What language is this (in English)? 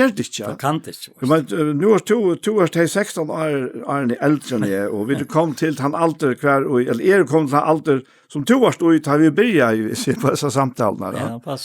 Faroese